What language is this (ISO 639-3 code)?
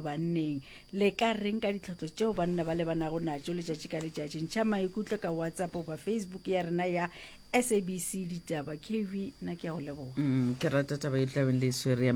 nso